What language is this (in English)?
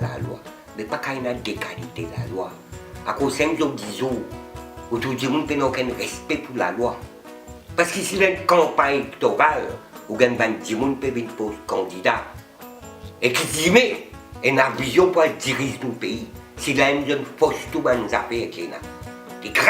Morisyen